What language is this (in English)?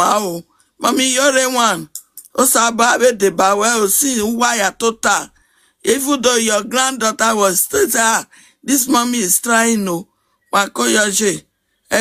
Nigerian Pidgin